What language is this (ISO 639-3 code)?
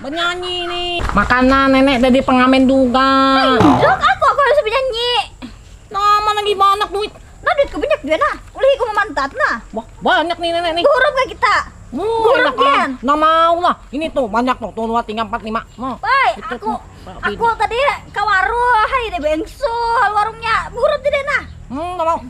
bjn